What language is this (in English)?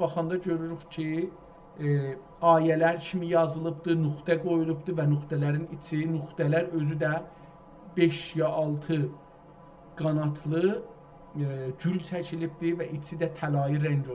South Azerbaijani